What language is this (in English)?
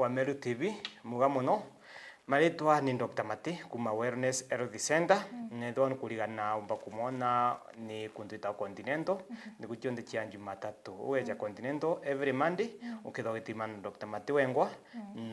Meru